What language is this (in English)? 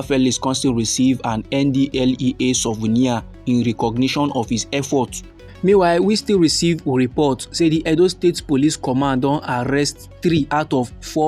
Nigerian Pidgin